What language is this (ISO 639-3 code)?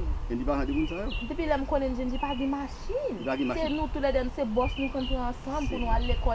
hat